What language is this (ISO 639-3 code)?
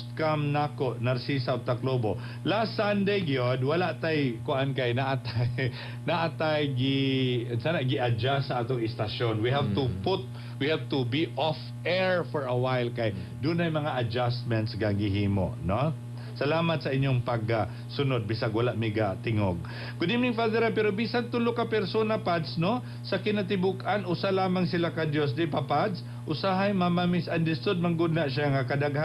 ceb